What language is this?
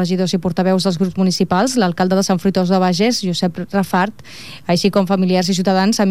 Catalan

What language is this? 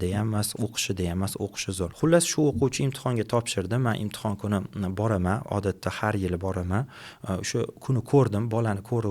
Uzbek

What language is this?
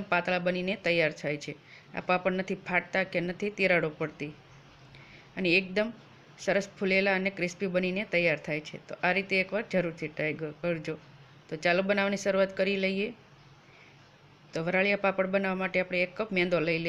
Gujarati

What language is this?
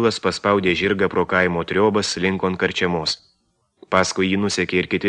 Lithuanian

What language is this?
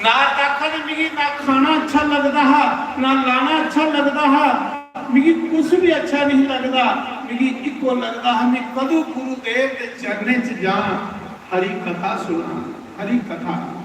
Dogri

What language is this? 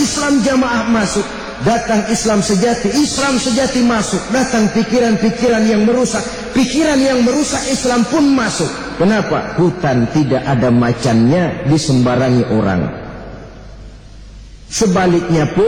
Indonesian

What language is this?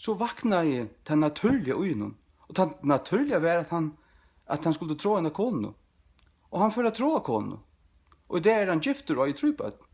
Faroese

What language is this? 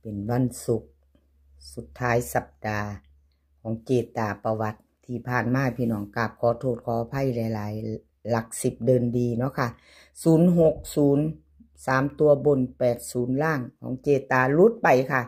Northeastern Thai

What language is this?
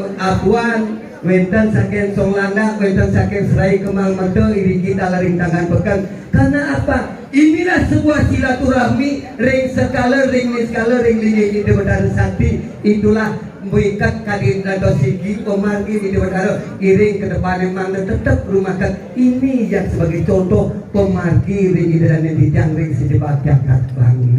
Balinese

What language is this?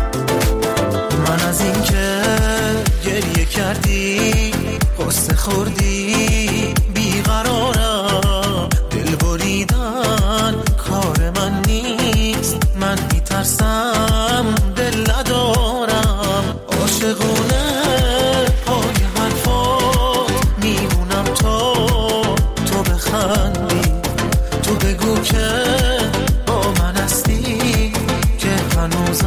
Persian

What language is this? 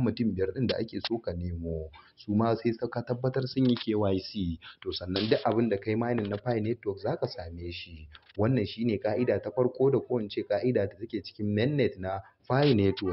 Hausa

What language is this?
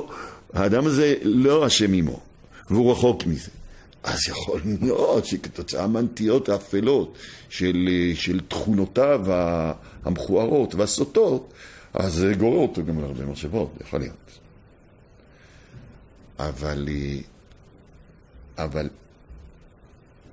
Hebrew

